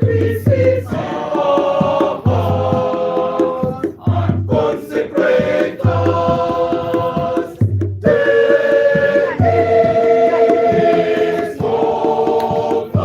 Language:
Acoli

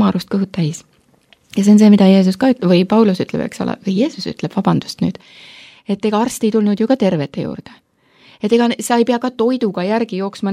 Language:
Estonian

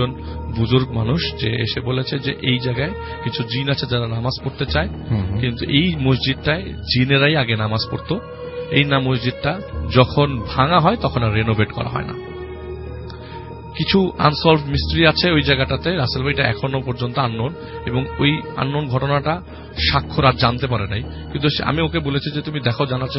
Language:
Bangla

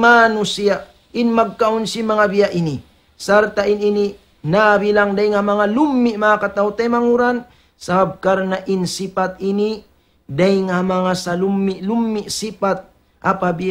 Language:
Tausug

